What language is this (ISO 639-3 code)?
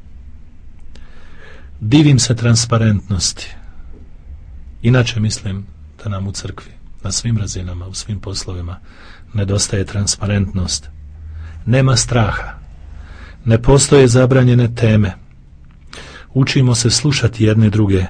hrv